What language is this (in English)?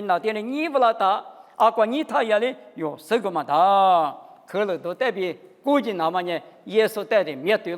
Lisu